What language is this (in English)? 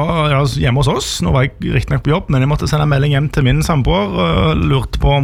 Norwegian